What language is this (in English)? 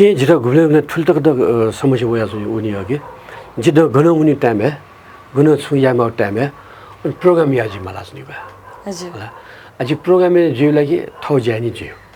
Newari